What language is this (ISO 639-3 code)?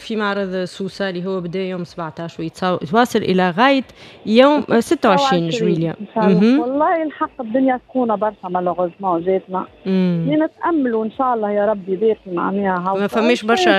aeb